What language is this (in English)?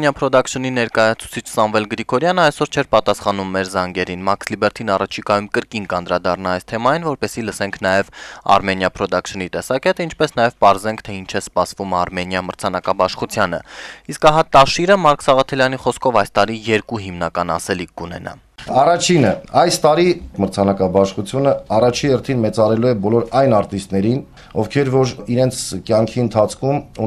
Armenian